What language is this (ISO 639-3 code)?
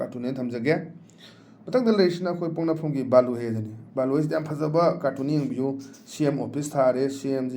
mni